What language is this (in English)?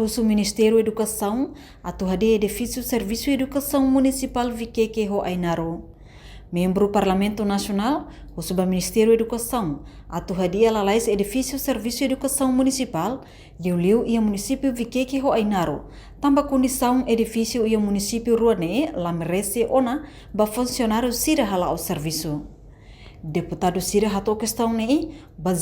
Tetum